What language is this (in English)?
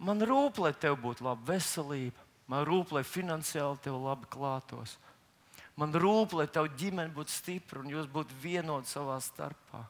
Latvian